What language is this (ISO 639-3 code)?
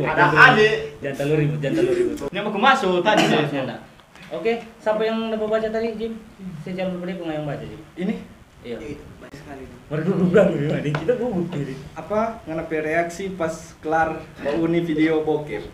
xmm